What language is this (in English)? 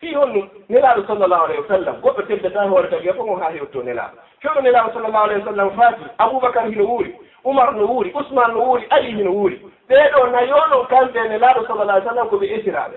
Fula